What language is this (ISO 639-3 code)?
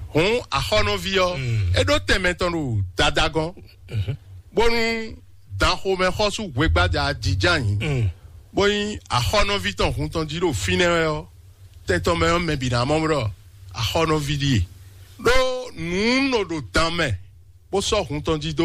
fon